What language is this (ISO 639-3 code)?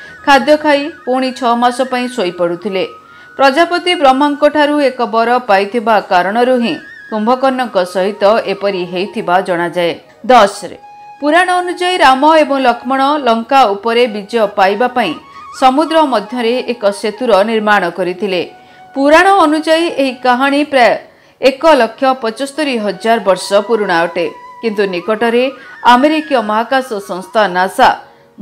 ori